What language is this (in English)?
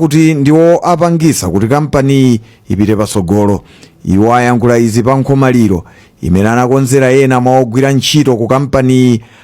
Nyanja